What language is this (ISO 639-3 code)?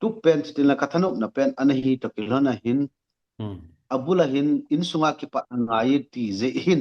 tcz